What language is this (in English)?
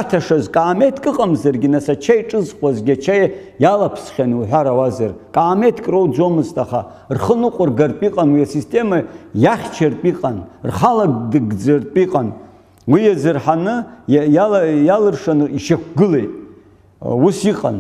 Abkhazian